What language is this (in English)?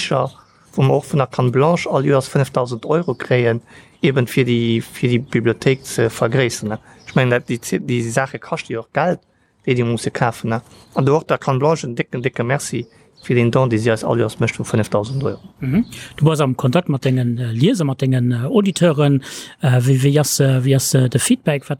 Luxembourgish